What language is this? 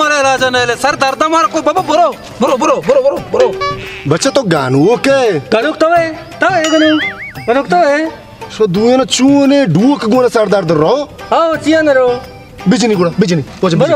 Baluchi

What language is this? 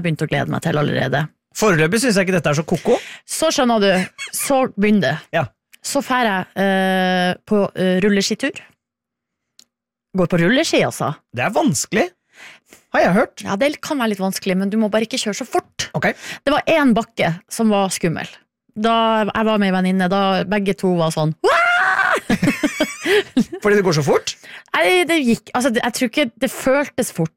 Norwegian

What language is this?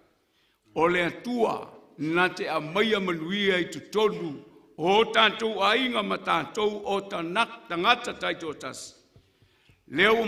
Samoan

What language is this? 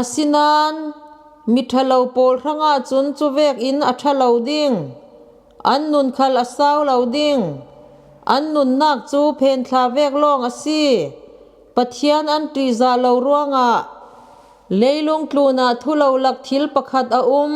Falam Chin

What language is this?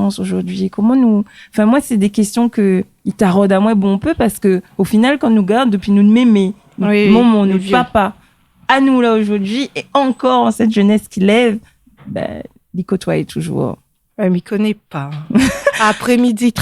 Réunion Creole French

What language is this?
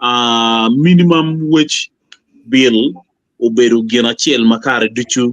Acoli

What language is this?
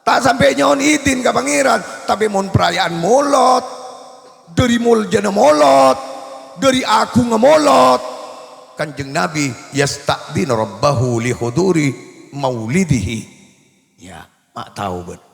Madurese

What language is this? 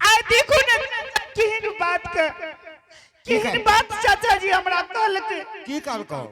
Angika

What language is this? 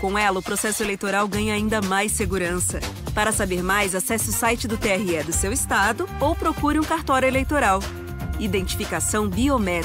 Portuguese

